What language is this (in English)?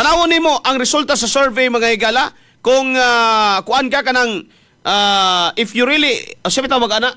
Cebuano